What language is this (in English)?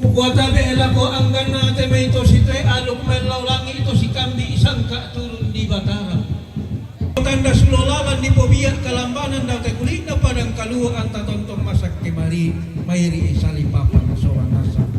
Toraja-Sa'dan